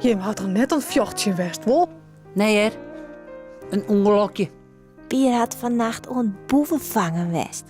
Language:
Western Frisian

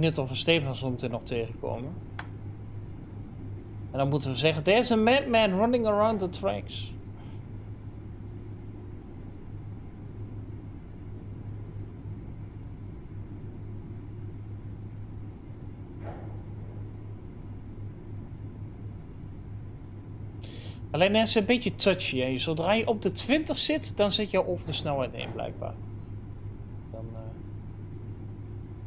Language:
Dutch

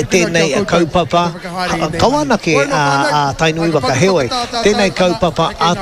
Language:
Māori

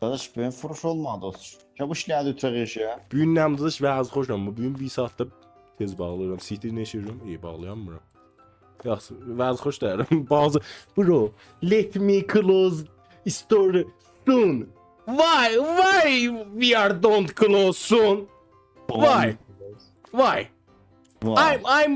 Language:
South Azerbaijani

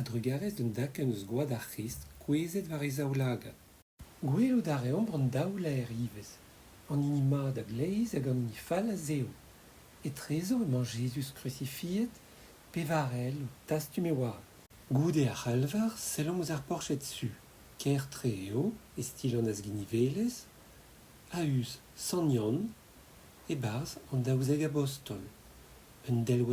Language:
Breton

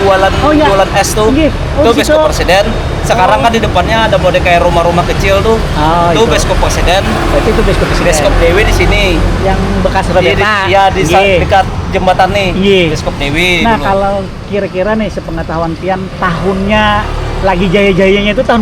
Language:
Banjar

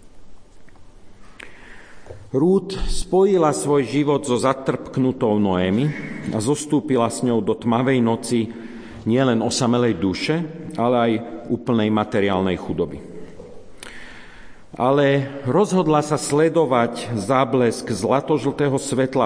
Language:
Slovak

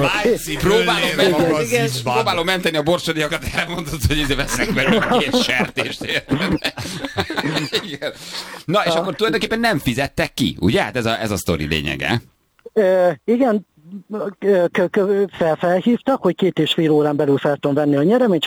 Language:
Hungarian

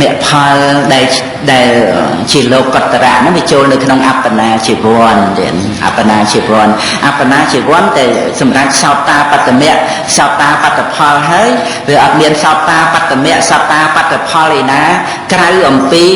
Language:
Khmer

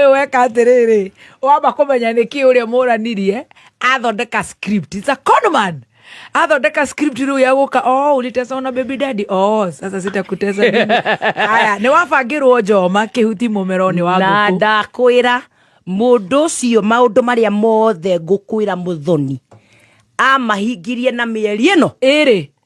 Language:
Kikuyu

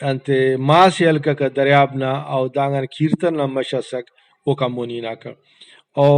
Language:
Brahui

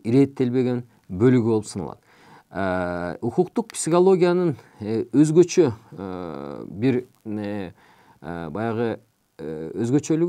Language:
Kyrgyz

